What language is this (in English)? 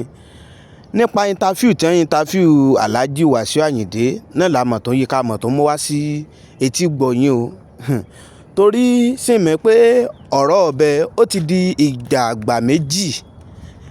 Yoruba